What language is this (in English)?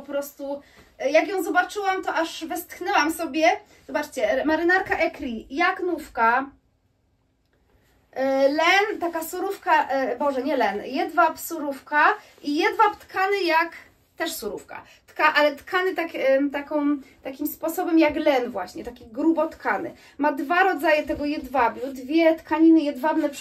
Polish